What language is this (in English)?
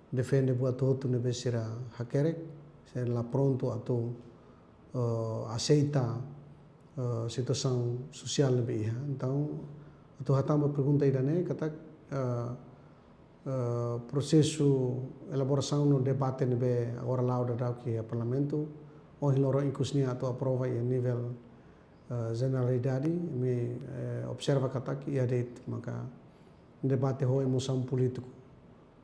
Tetum